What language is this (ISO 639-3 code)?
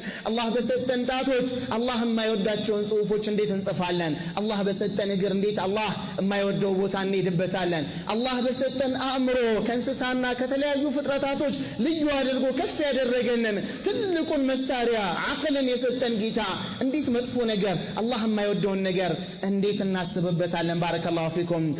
amh